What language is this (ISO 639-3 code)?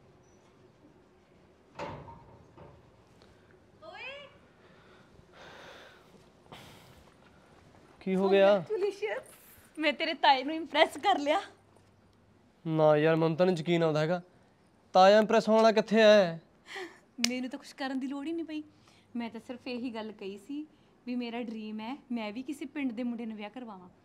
pan